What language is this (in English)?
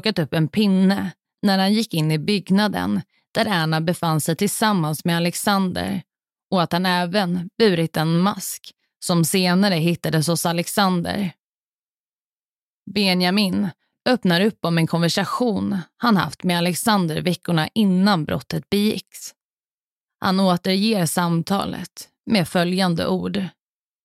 Swedish